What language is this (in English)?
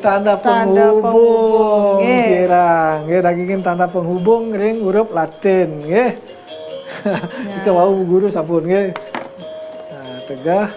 Balinese